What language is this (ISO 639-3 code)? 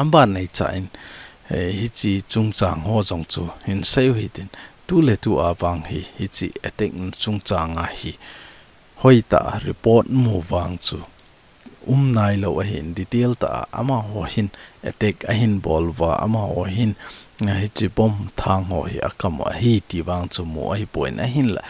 tcz